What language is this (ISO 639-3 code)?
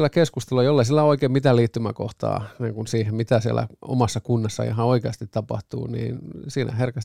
fin